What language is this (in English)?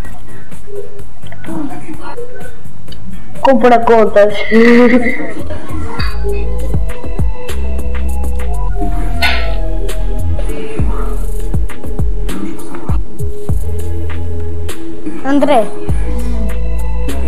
Portuguese